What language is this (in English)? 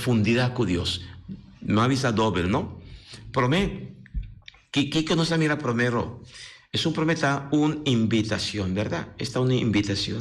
Papiamento